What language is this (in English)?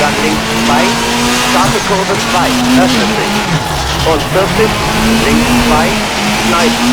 Bavarian